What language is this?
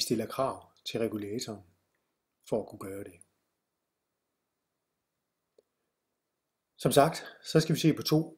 Danish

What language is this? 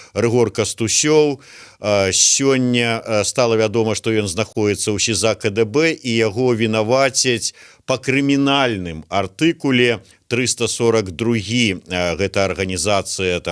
Belarusian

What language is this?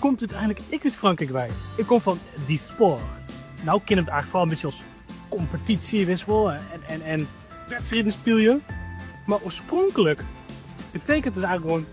Western Frisian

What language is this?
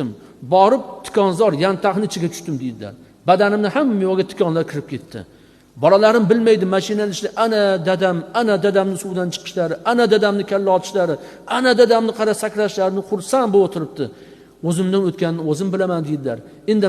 Uzbek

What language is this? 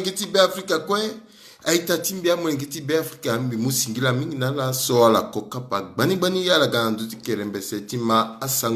Sango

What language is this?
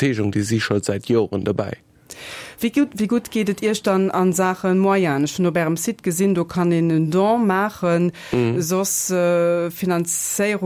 Luxembourgish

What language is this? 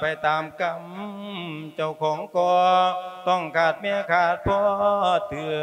Lao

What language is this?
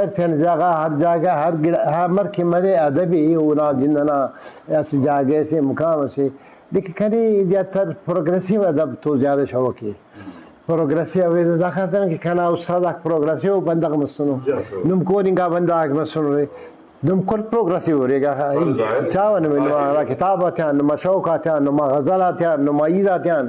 Brahui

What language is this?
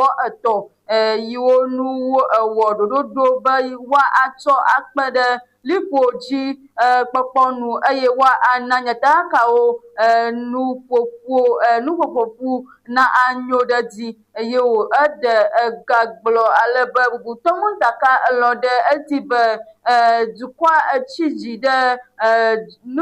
Ewe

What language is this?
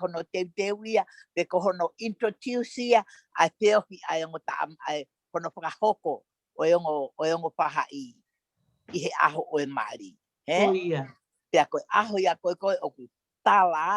Tongan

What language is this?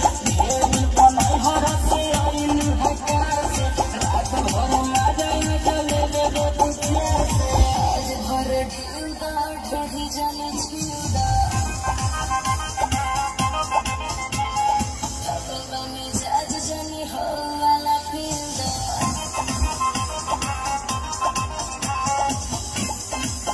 Bhojpuri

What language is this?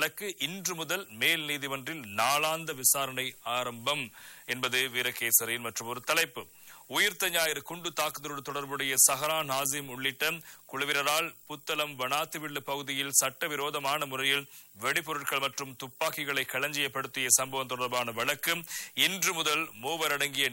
Tamil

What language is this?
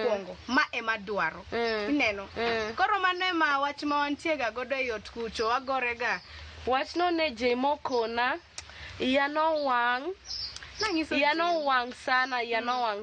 Luo (Kenya and Tanzania)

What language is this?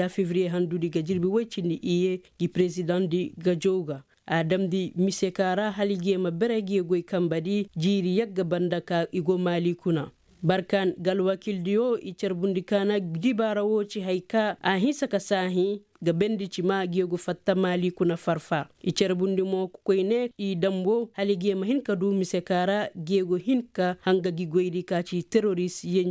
Koyraboro Senni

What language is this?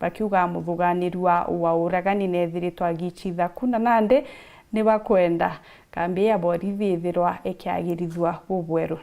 Meru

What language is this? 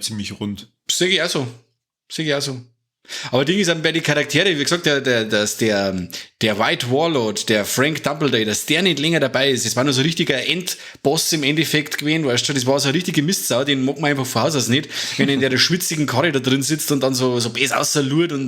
Bavarian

